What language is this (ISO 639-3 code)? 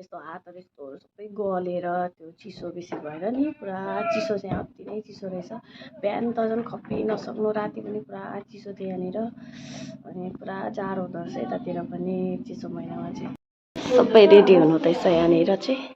nep